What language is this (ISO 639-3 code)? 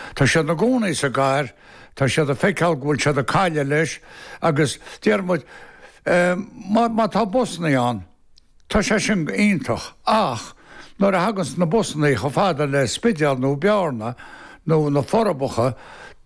gle